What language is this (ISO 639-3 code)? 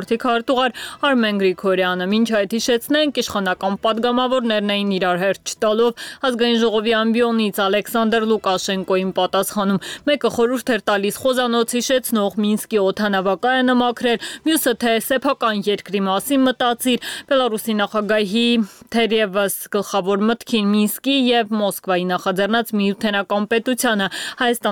hye